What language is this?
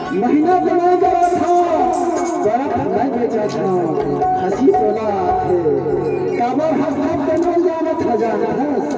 Chhattisgarhi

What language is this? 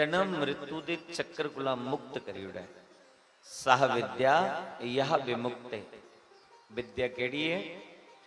Dogri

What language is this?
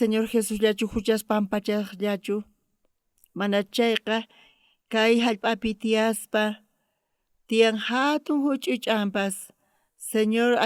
South Bolivian Quechua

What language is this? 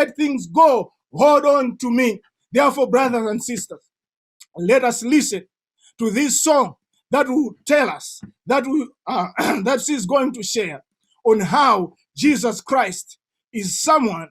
English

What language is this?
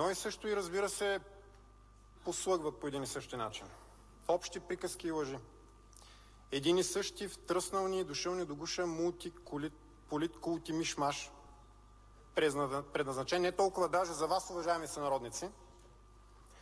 Bulgarian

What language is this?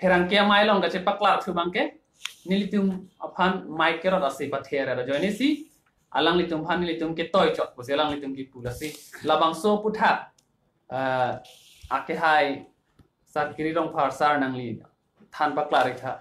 Karbi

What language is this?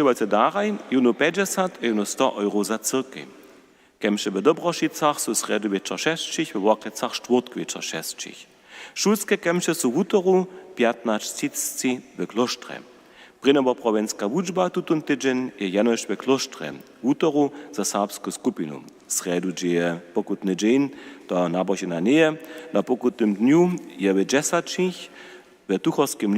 Upper Sorbian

